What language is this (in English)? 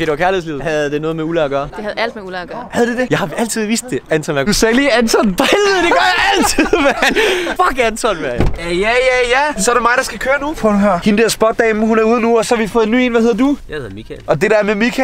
Danish